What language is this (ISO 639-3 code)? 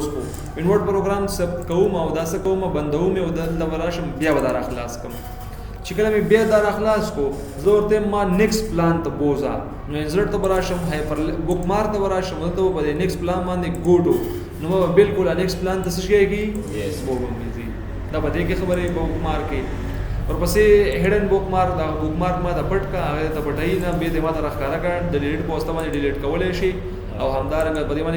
pus